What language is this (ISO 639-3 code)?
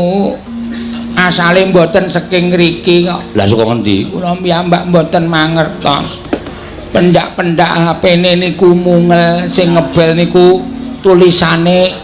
jav